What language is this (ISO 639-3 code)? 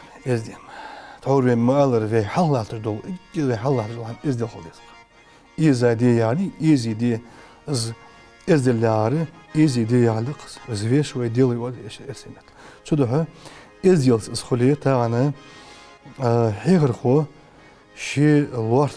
inh